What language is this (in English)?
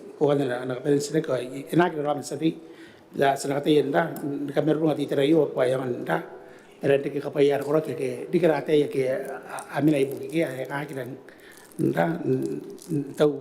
Gilbertese